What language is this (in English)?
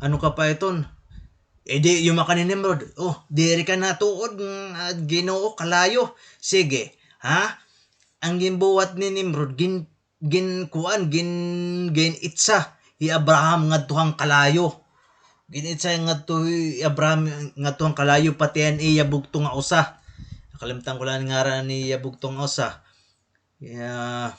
Waray